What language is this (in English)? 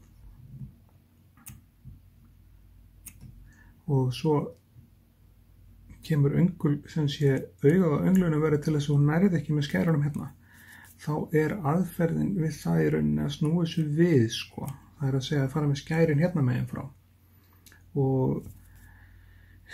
Icelandic